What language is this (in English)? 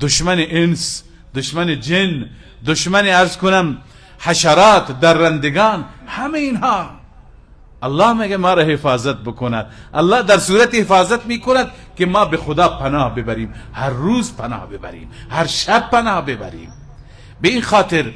Persian